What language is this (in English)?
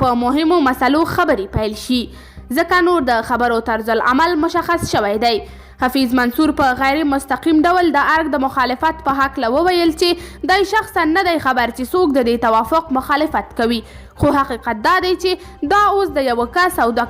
Pashto